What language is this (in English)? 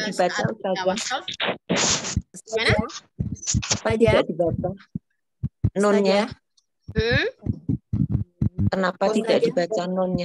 Indonesian